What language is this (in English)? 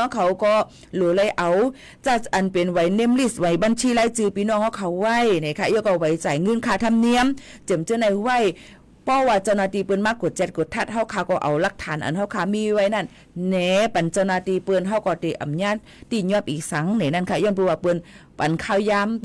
Shan